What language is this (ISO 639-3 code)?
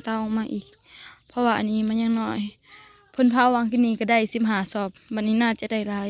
tts